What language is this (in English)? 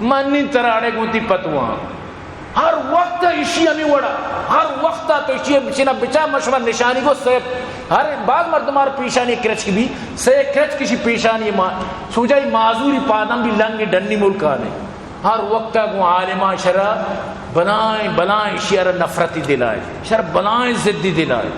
Eastern Balochi